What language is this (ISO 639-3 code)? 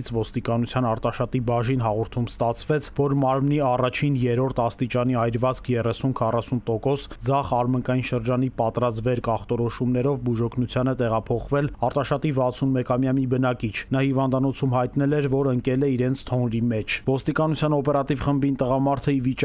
hye